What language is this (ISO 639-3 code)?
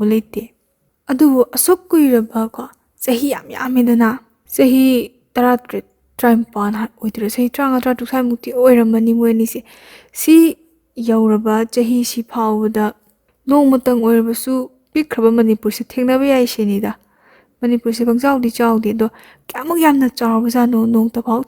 mni